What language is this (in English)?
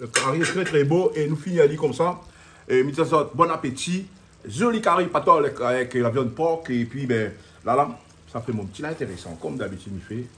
Réunion Creole French